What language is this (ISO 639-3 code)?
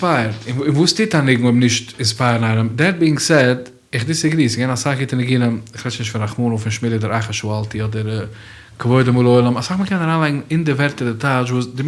yid